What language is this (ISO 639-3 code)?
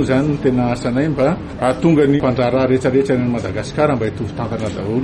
mlg